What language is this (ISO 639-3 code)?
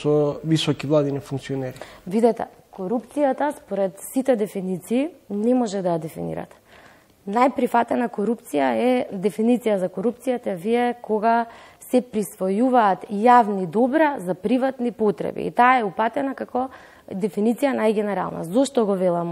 mkd